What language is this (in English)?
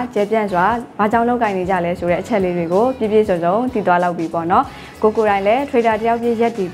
Burmese